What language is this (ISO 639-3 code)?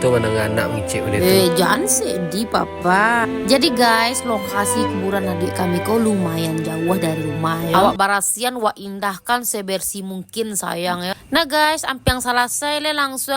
min